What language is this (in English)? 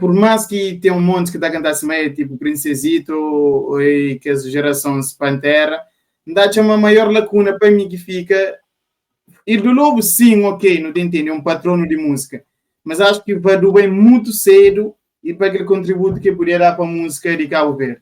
Kabuverdianu